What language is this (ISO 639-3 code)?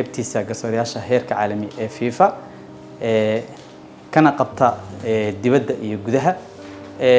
som